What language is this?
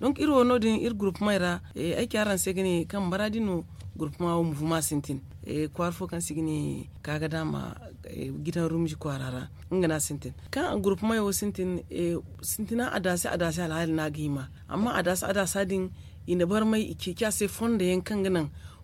Zarma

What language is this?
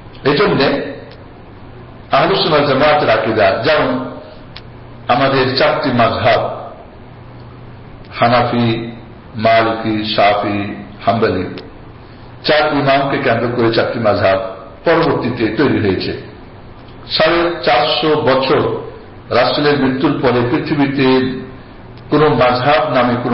Bangla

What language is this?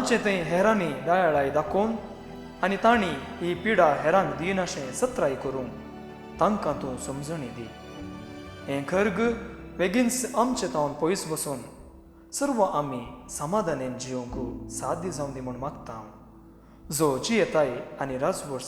Konkani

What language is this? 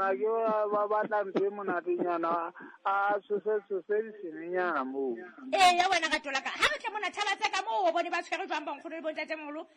Southern Sotho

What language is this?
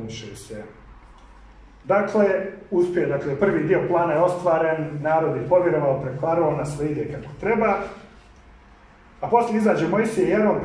Croatian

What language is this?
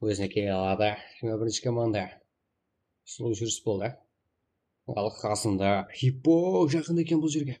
Kara-Kalpak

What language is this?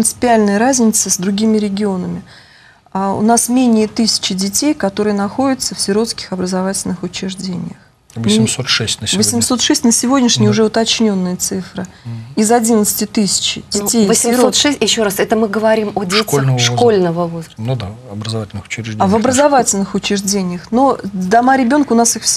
Russian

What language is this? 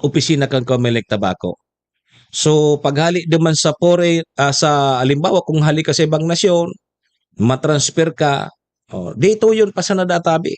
Bikol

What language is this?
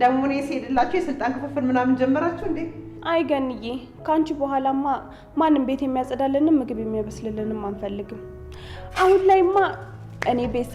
Amharic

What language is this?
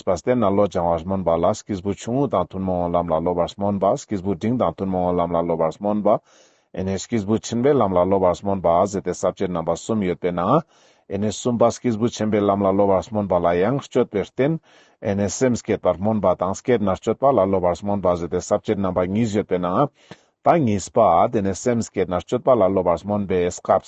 Ladakhi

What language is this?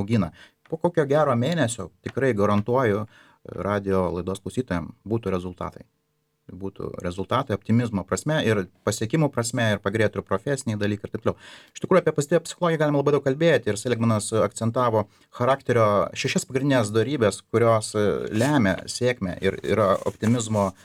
Lithuanian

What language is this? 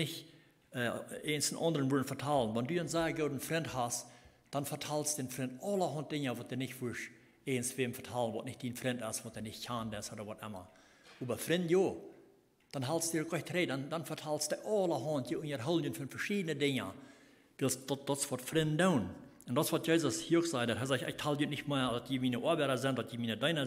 Plautdietsch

